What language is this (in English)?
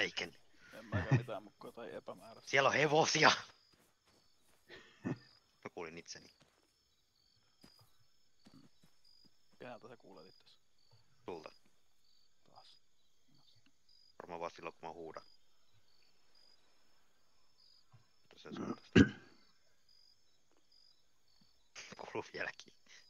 Finnish